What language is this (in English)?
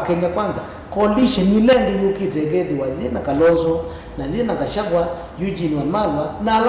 Kamba